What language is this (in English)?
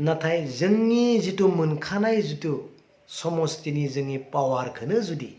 Bodo